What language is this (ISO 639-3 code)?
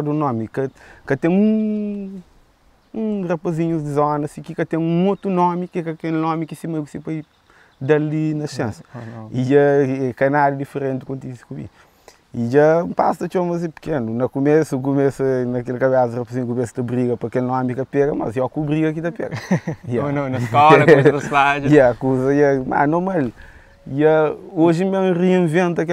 kea